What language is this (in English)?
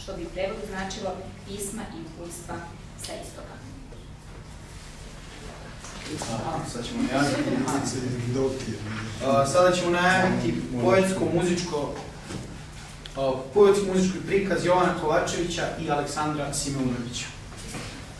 Serbian